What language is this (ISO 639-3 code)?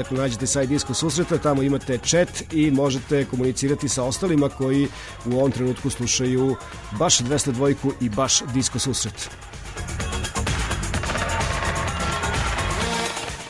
srp